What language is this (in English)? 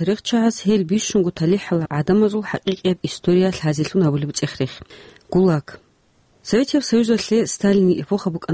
Avaric